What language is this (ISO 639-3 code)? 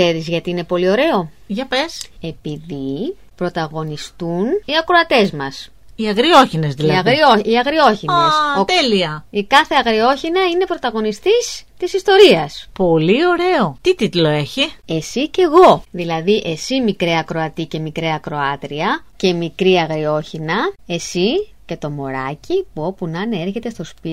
ell